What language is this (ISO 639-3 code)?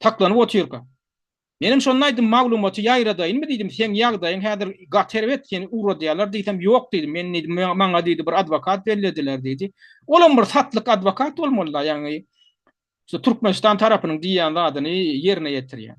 tuk